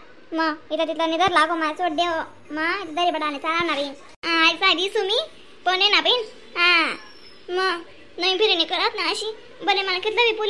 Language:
Khandesi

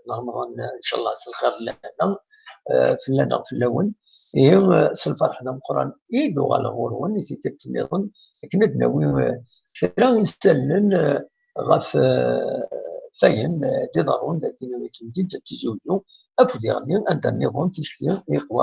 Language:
Kabyle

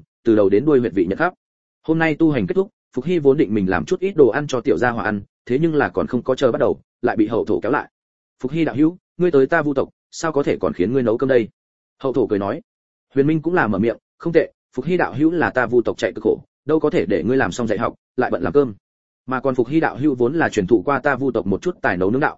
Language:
Vietnamese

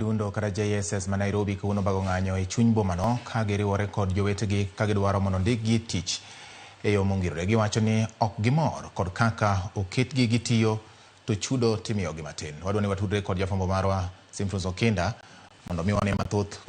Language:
Luo (Kenya and Tanzania)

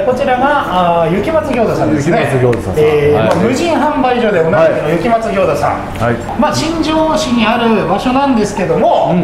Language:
Japanese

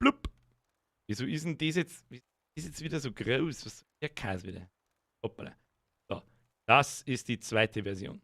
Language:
Bavarian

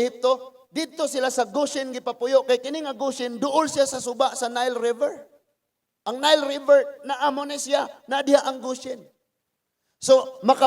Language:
Cebuano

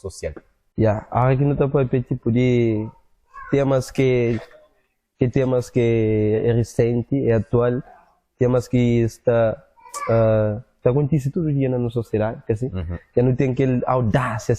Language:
Kabuverdianu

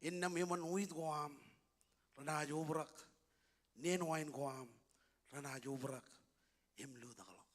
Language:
Marshallese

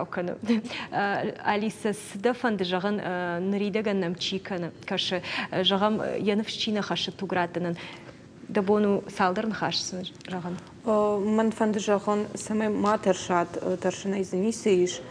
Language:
Ossetic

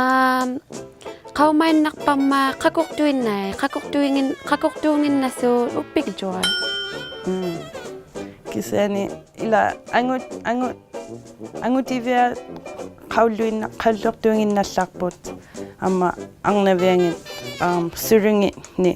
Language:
Inuktitut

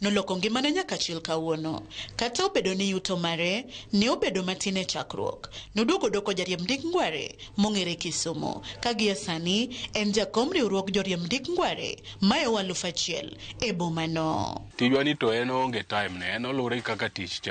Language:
Luo (Kenya and Tanzania)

